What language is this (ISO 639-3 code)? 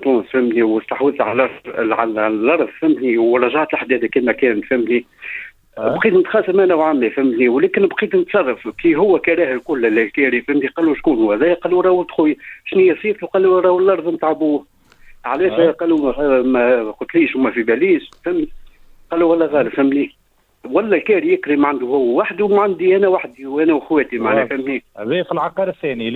aeb